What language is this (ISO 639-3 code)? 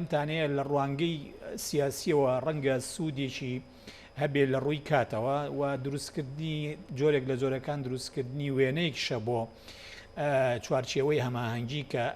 ckb